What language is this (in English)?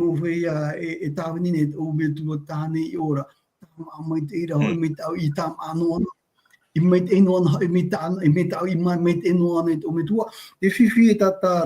Tahitian